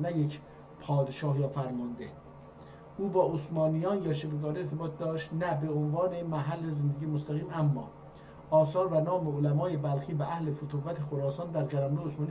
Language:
South Azerbaijani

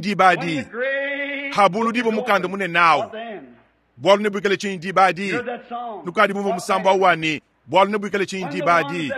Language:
Luba-Lulua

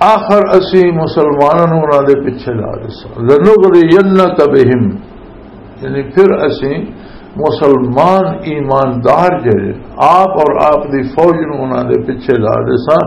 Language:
Western Panjabi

